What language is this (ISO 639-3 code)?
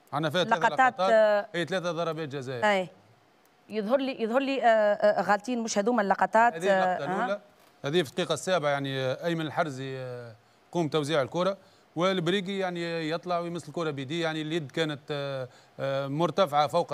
aeb